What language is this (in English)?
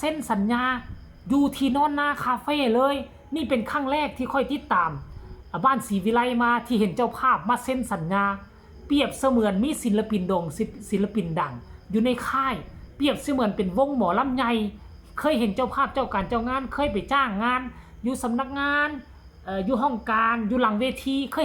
Northeastern Thai